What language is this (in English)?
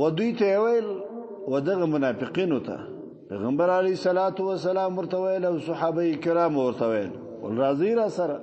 Pashto